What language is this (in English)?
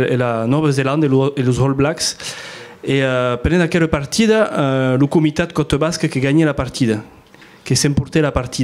Occitan